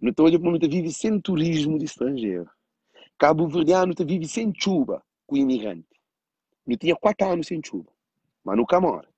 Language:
Kabuverdianu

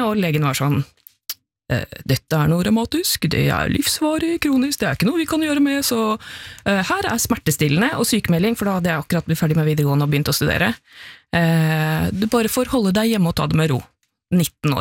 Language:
Norwegian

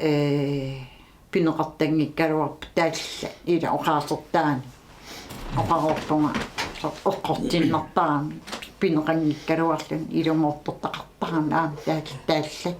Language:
Kalaallisut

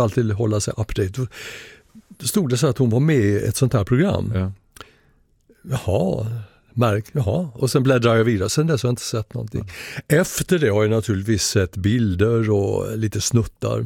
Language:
Swedish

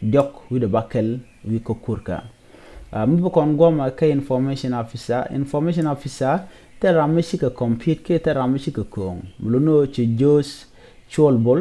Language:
Nuer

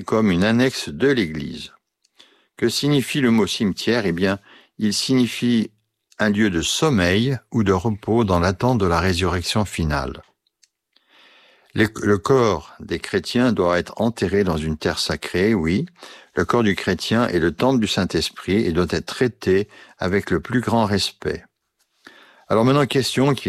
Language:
French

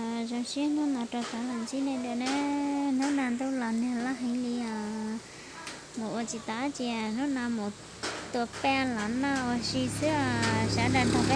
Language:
Hmong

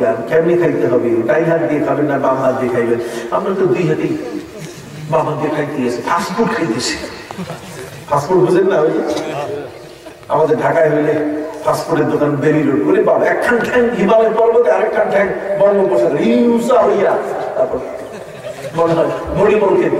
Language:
Bangla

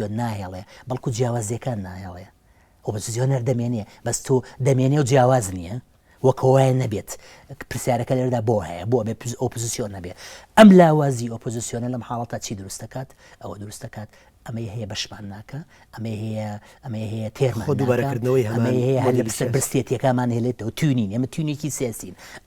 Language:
Central Kurdish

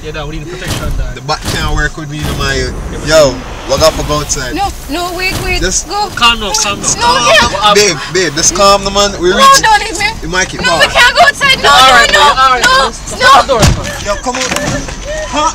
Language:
Jamaican Creole English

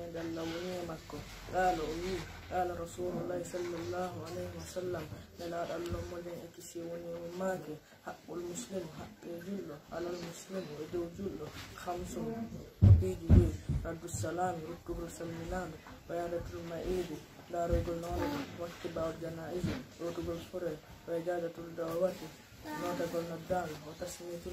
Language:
Pular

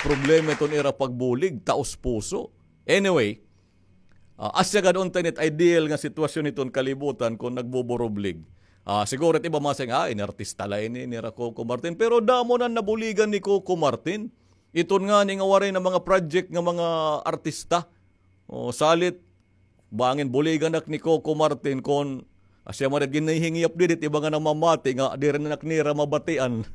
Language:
Waray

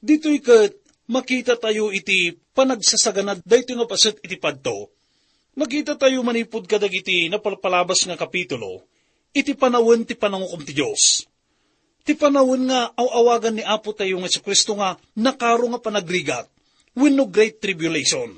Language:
Iloko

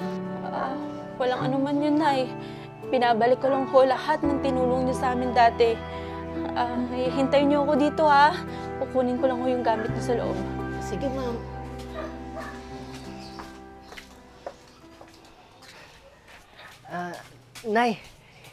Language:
Filipino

